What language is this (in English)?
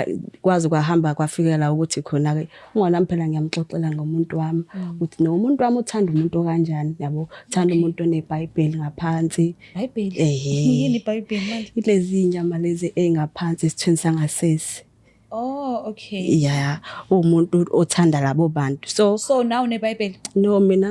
Zulu